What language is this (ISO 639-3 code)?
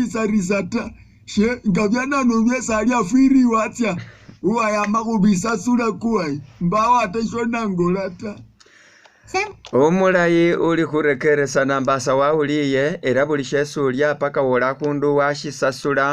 myx